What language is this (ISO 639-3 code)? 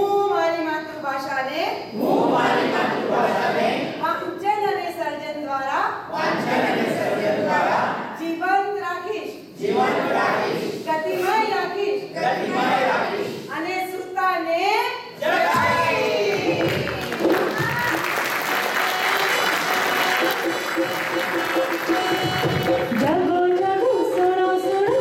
guj